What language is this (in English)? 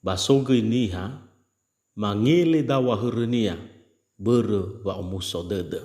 Nias